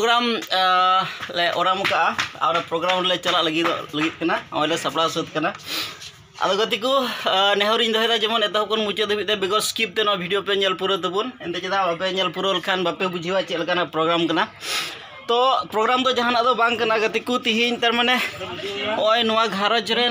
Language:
Santali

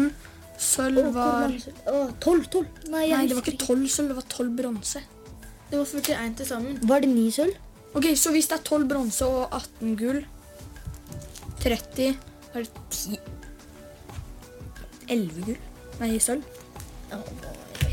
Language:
Norwegian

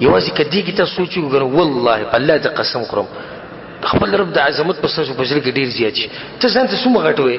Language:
Pashto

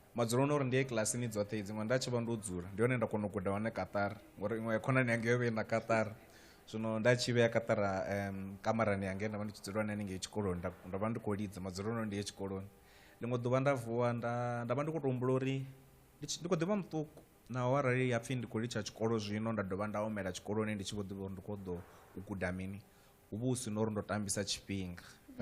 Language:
Venda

